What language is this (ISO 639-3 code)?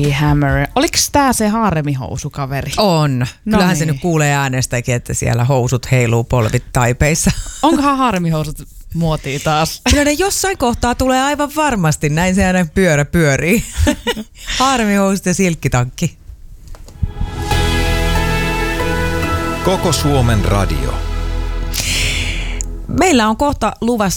fin